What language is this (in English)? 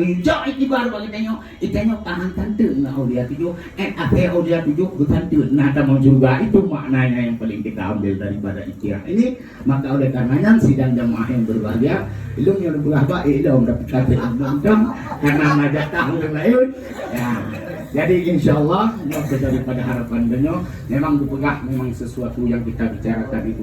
Achinese